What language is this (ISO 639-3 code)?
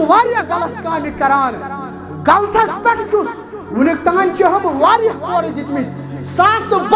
kas